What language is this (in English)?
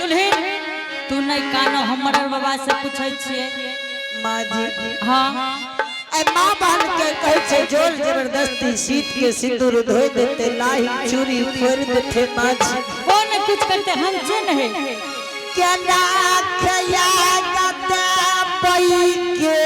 Angika